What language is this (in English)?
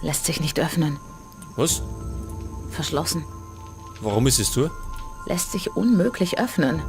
Bavarian